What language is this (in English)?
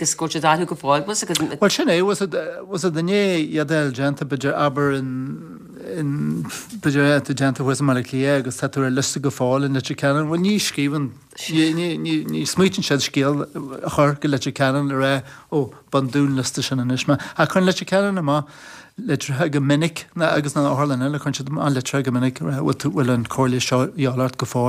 Irish